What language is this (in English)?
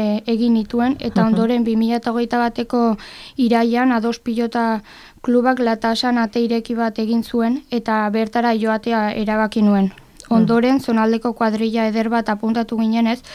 Basque